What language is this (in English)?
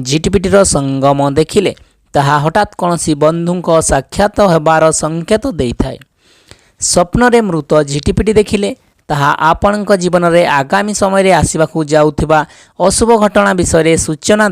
Odia